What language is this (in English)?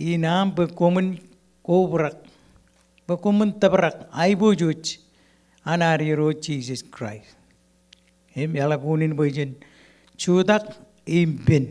Marshallese